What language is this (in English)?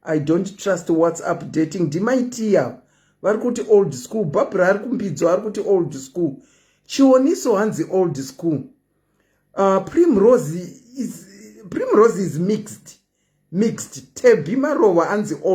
Shona